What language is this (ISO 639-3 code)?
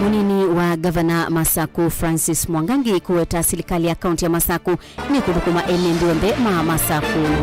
kam